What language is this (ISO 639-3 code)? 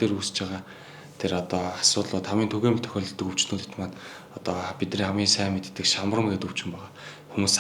mon